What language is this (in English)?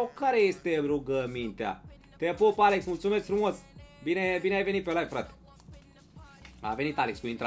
Romanian